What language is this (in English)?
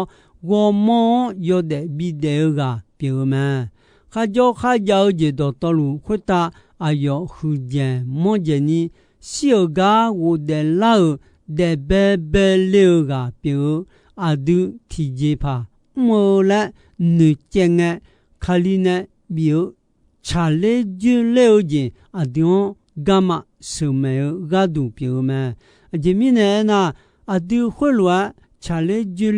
Akha